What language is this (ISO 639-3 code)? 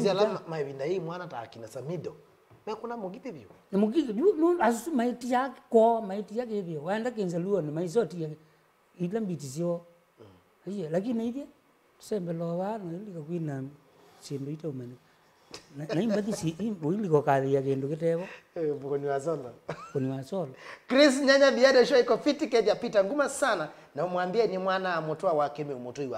kam